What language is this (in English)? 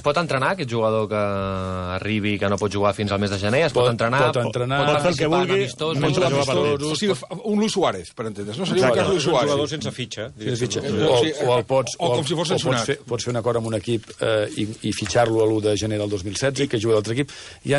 Catalan